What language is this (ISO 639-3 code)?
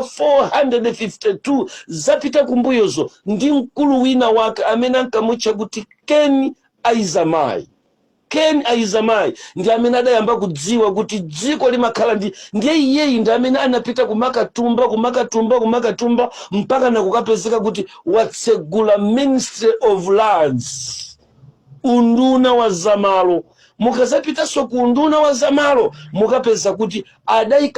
nya